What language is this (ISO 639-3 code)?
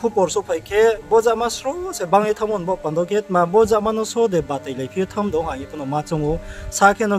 ria